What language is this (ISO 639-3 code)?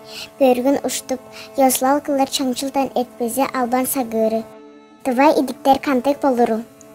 tyv